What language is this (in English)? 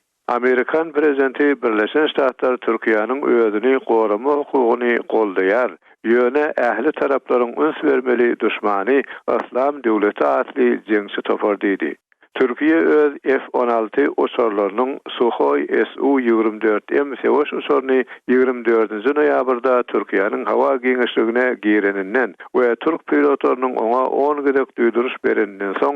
Turkmen